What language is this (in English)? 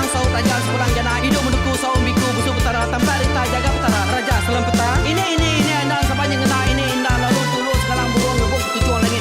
Iban